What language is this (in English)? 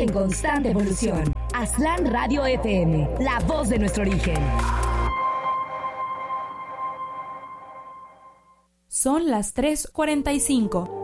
Spanish